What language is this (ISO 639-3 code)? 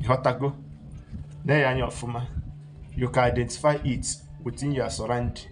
ibo